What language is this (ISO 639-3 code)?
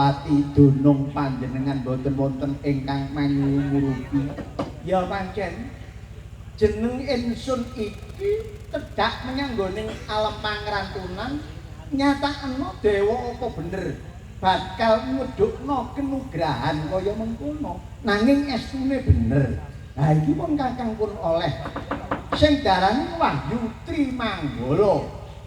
jav